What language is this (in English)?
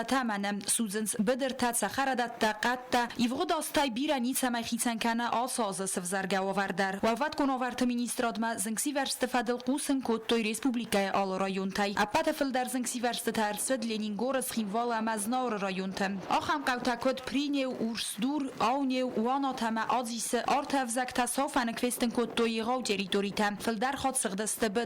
Ossetic